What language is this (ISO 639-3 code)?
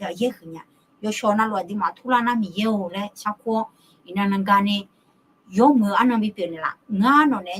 ahk